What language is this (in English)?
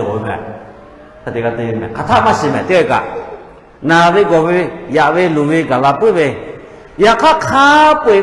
Lahu